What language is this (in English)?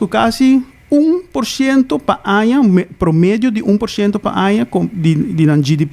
Papiamento